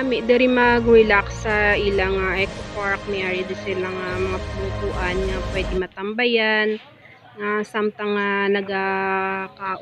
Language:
Hiligaynon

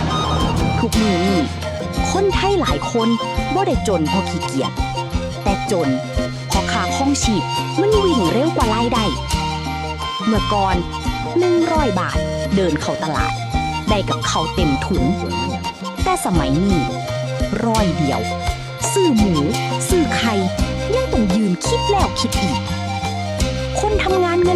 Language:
Lao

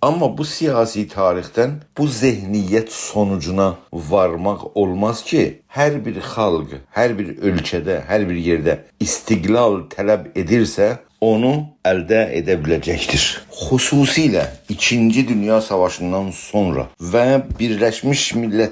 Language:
South Azerbaijani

